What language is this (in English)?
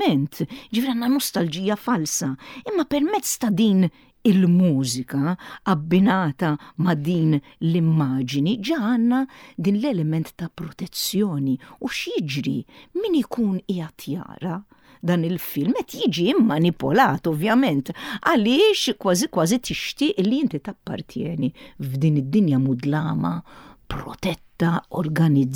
Maltese